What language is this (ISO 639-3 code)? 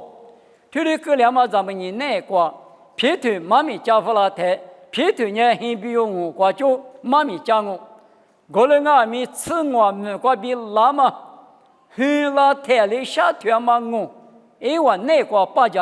lis